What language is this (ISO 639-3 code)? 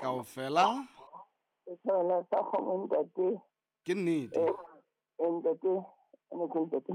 sot